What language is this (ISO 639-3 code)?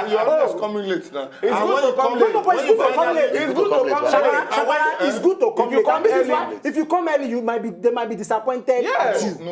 pcm